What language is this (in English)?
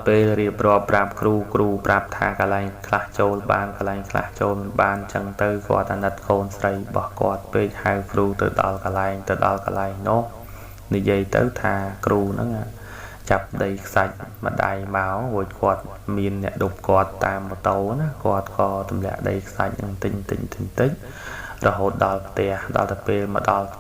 Khmer